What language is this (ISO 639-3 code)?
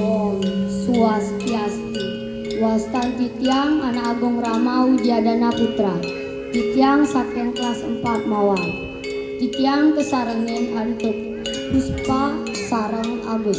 ban